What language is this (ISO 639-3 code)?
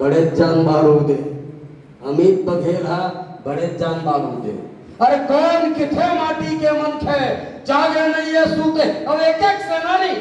hne